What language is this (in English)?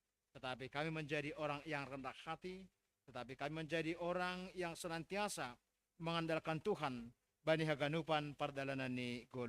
Batak Simalungun